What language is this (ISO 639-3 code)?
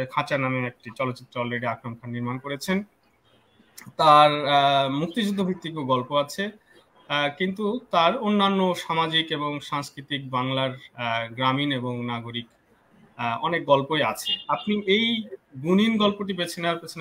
ben